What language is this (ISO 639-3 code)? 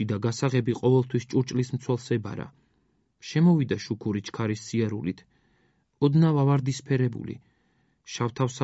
kat